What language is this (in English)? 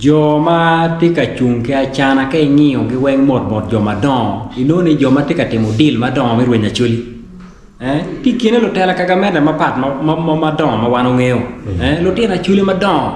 Acoli